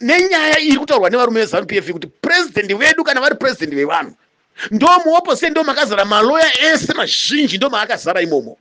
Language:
Shona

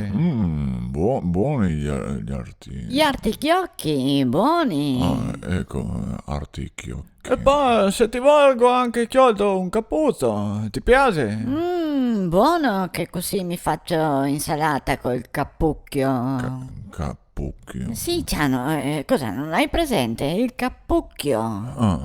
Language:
Venetian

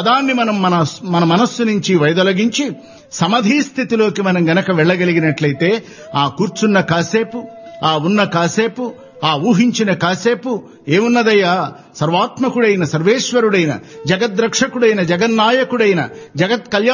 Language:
Telugu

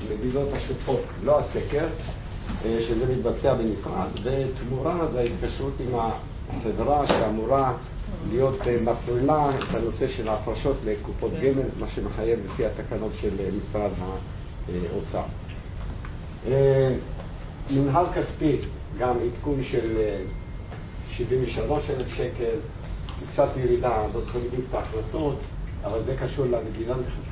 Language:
Hebrew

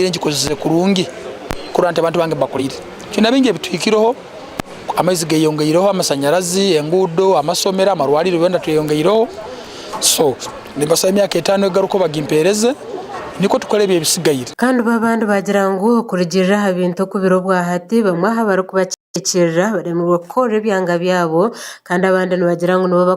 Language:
Nyankole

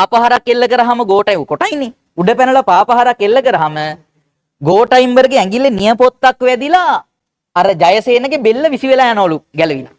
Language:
Sinhala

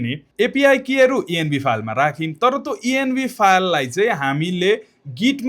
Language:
Nepali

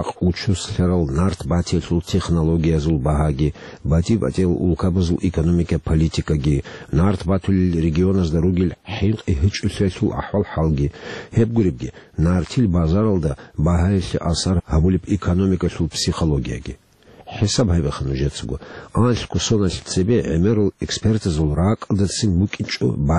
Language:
Avaric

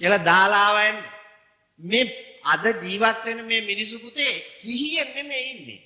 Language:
Sinhala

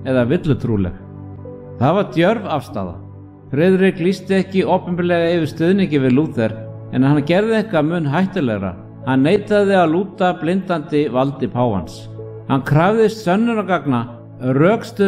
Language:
Icelandic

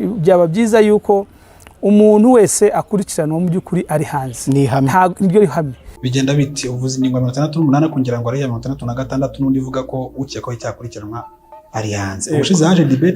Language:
Kinyarwanda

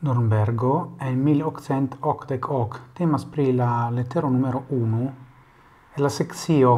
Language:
Esperanto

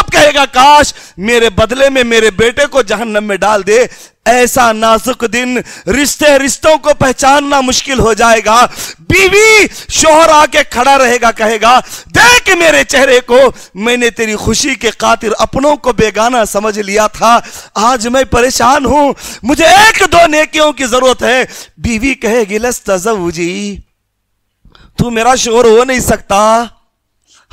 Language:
Urdu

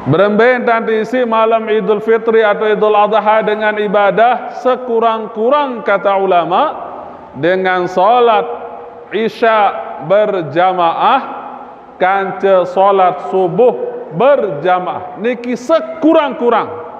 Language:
Sasak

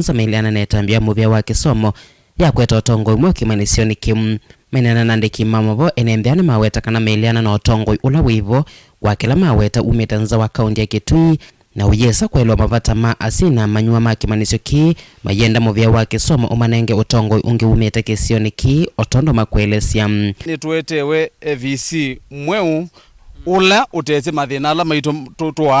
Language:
Kamba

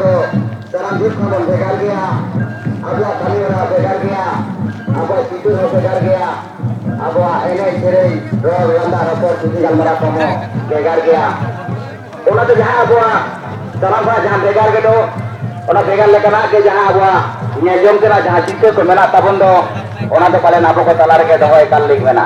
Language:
Santali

